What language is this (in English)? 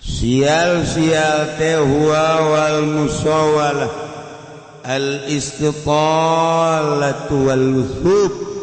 Sundanese